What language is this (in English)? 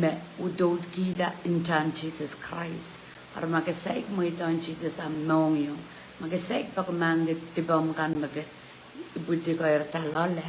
Pohnpeian